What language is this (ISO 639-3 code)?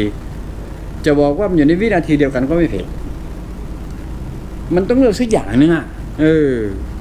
tha